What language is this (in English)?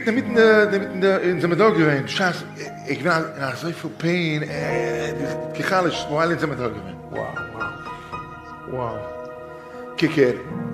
Yiddish